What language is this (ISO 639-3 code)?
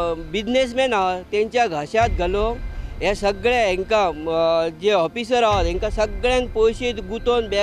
kok